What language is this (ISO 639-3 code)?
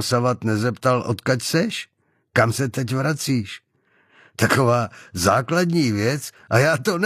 ces